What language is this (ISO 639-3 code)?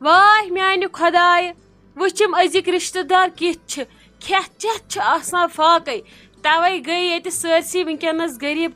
kas